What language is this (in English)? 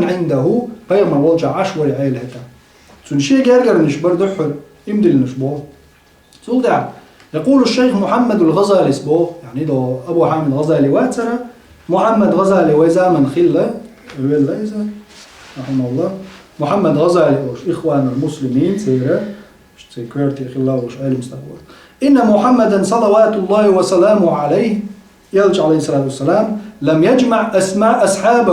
Chechen